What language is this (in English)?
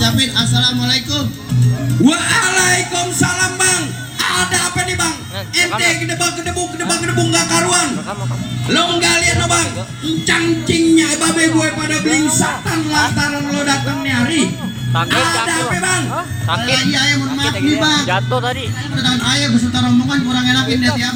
Betawi